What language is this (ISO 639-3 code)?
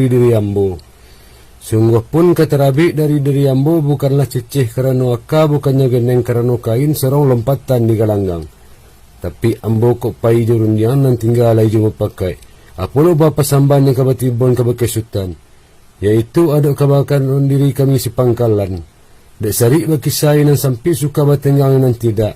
min